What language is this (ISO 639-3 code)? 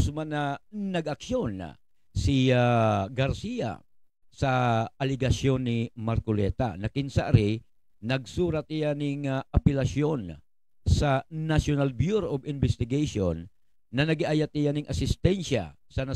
ubl